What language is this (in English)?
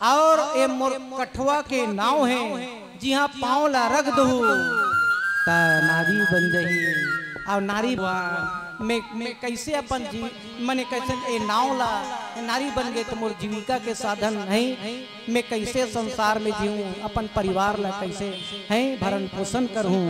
Chhattisgarhi